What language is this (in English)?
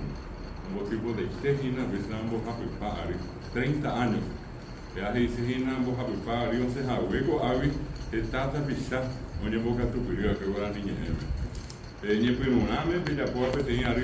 Guarani